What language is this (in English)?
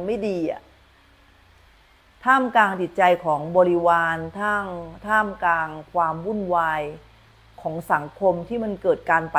Thai